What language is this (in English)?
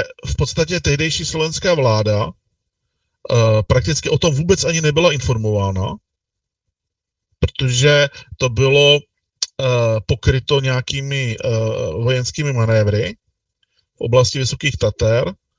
Czech